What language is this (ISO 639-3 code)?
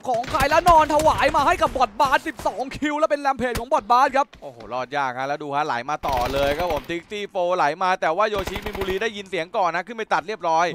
tha